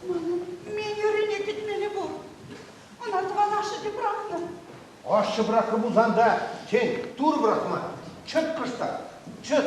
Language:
Chuvash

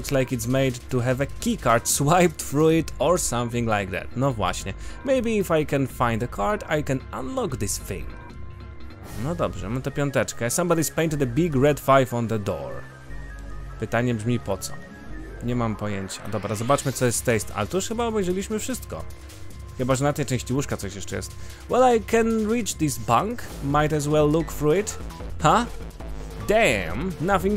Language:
Polish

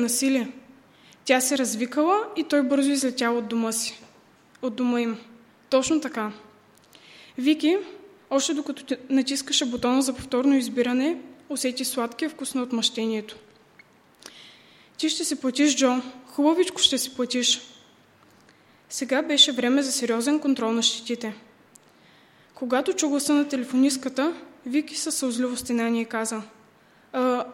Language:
Bulgarian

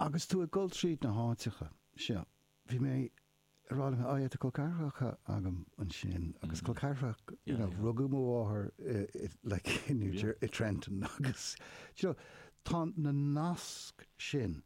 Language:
Irish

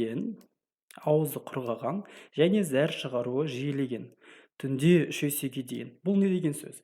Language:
Kazakh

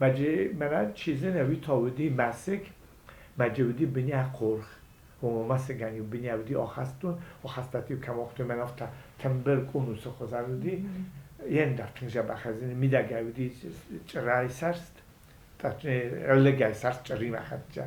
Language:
Ossetic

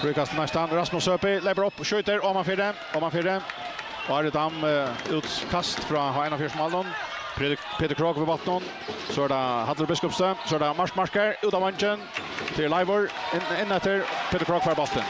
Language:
Faroese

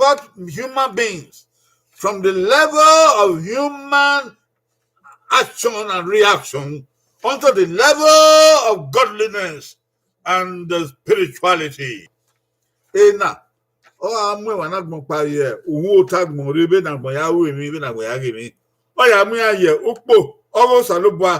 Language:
Bini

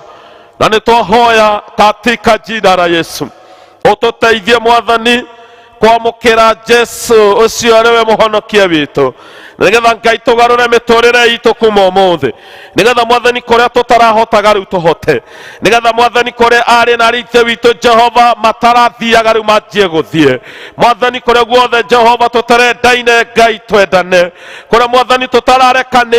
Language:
Kikuyu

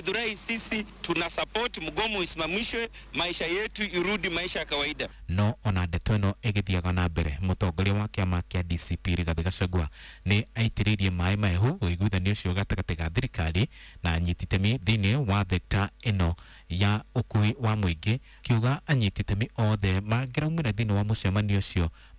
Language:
Kikuyu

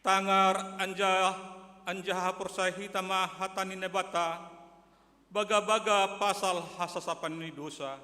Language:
Batak Simalungun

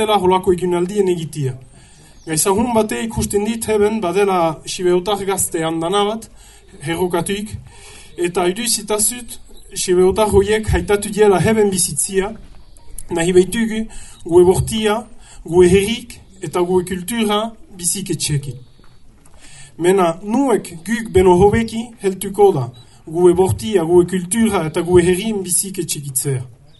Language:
Basque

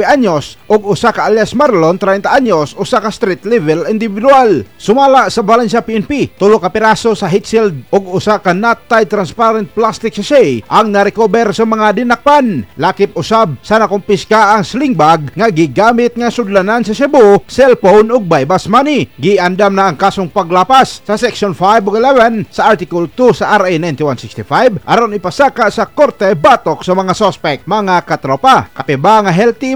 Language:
Cebuano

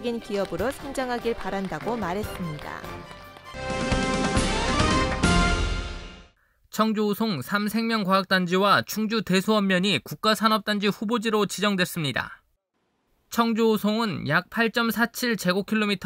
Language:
Korean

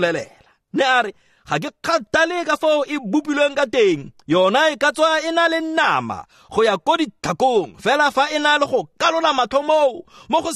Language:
Tswana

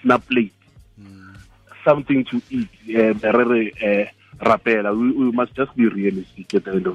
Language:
Tswana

